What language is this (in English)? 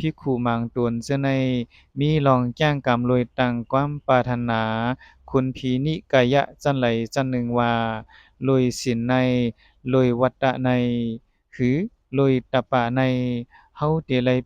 Lao